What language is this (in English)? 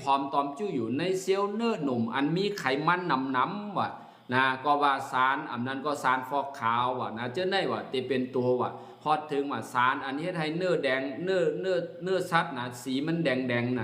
Shan